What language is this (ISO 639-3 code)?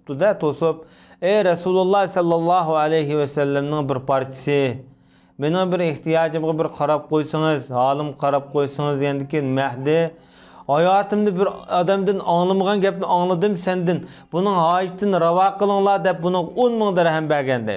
uig